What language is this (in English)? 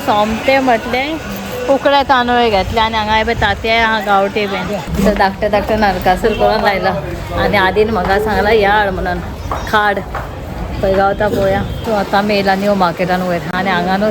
Konkani